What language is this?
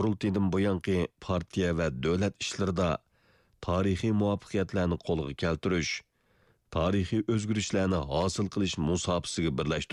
Uyghur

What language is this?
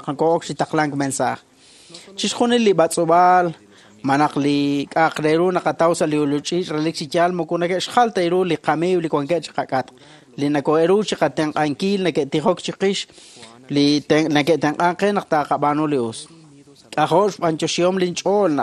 Kekchí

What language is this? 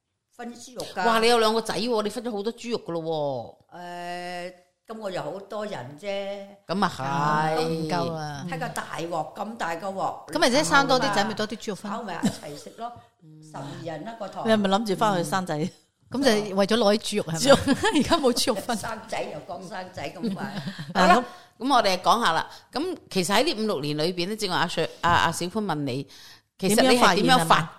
Cantonese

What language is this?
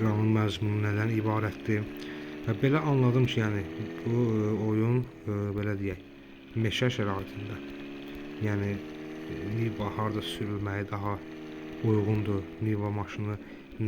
Azerbaijani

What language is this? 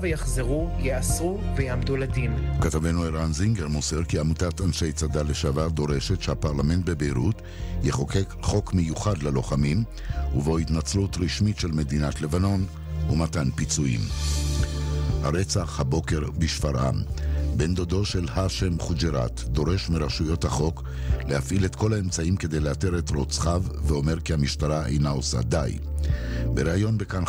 Hebrew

